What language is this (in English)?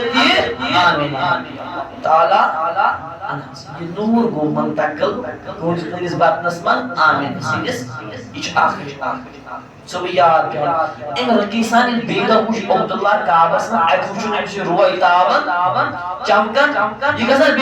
Kashmiri